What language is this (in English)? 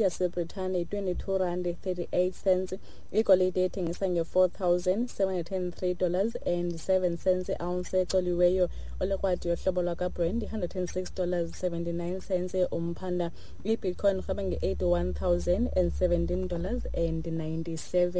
Xhosa